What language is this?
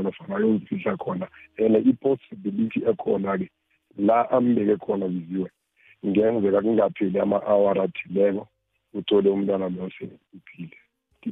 South Ndebele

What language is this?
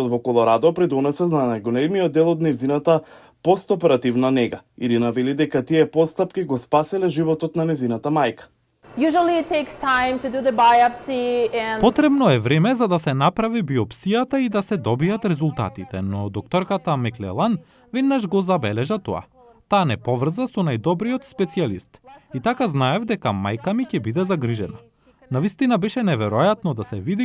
Macedonian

